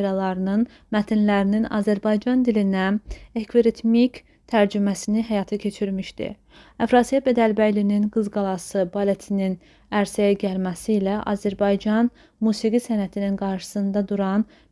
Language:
Azerbaijani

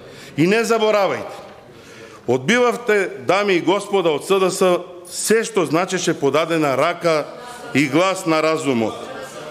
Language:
Macedonian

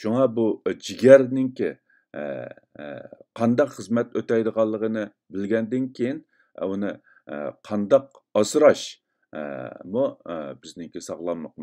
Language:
Uyghur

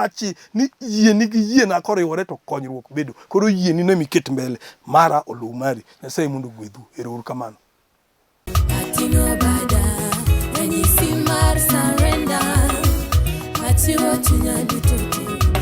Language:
Luo (Kenya and Tanzania)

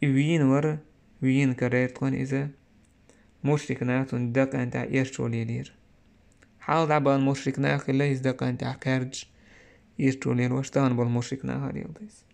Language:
Chechen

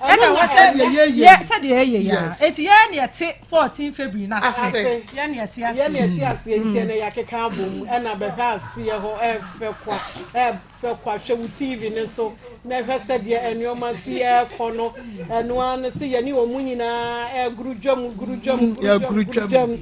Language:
Akan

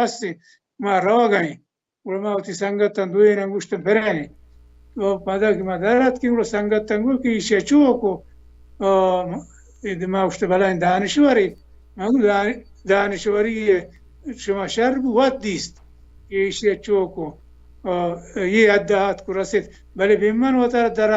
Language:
Baluchi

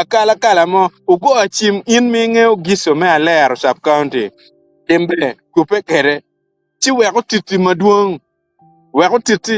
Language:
Acoli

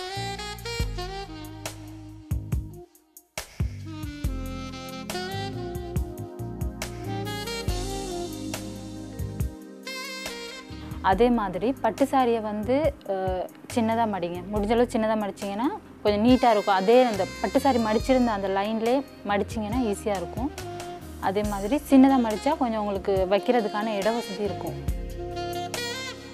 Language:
Tamil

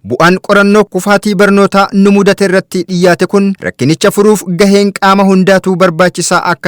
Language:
Oromo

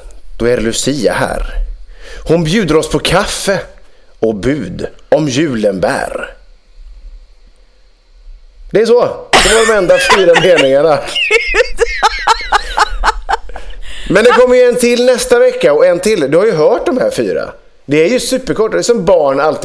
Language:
Swedish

